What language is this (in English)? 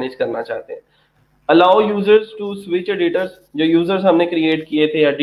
Hindi